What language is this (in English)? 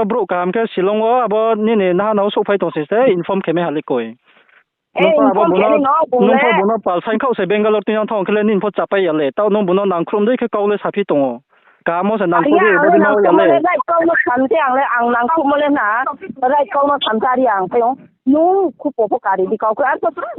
Riang (India)